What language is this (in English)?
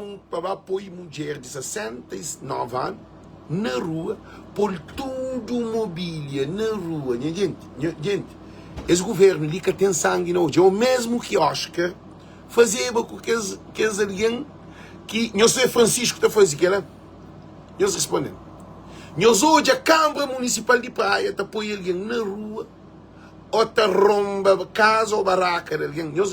Kabuverdianu